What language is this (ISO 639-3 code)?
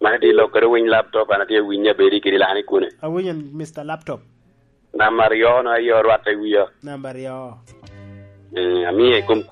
laj